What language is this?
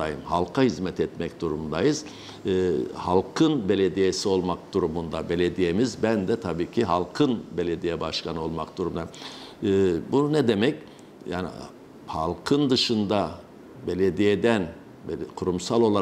Turkish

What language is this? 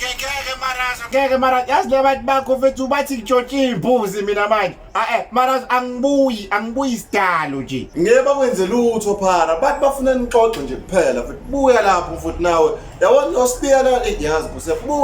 Zulu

